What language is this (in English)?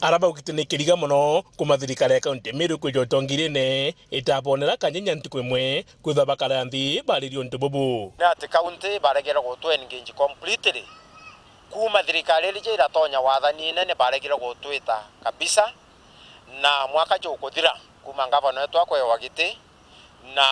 Meru